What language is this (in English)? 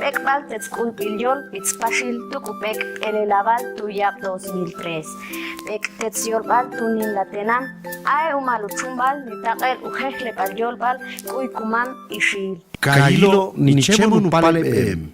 Ixil